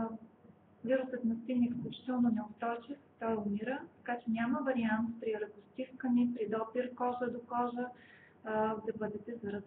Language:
Bulgarian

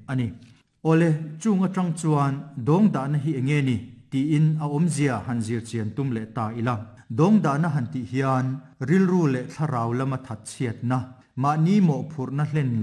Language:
Mizo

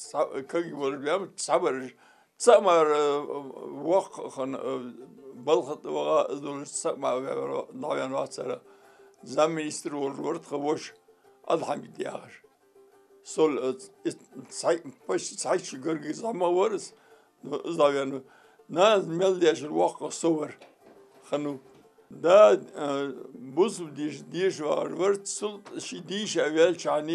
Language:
Ingush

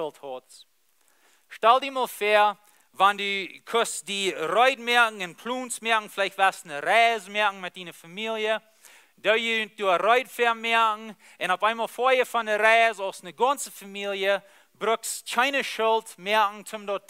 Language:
Plautdietsch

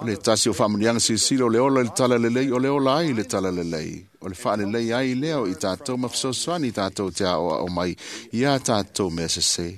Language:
Samoan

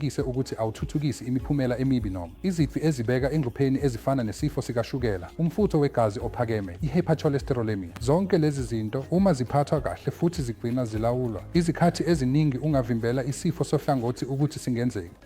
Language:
Zulu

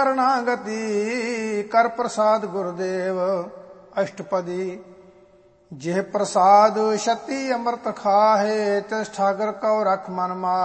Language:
Punjabi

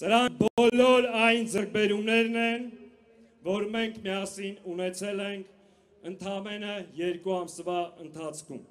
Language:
Armenian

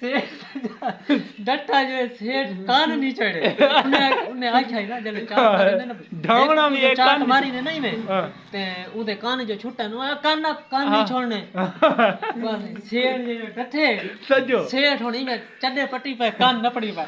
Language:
Saraiki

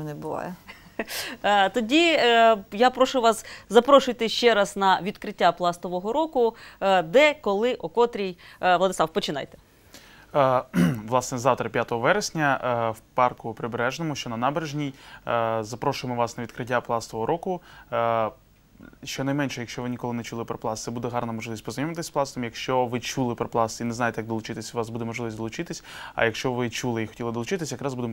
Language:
Ukrainian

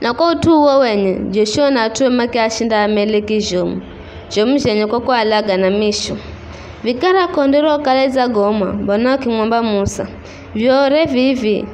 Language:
Giryama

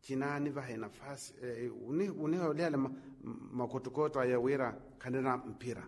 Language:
Makhuwa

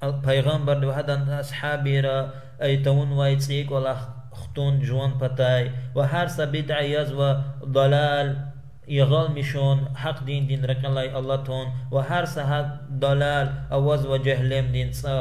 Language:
Lezghian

